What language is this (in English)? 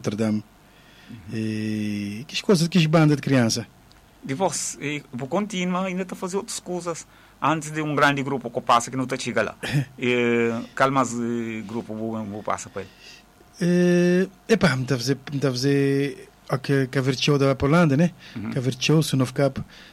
Portuguese